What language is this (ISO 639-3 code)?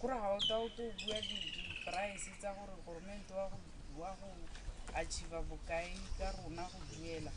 tsn